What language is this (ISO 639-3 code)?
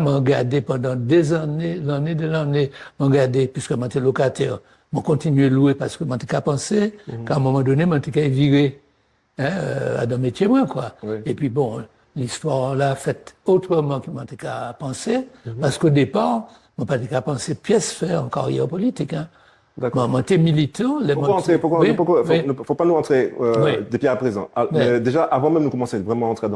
gcf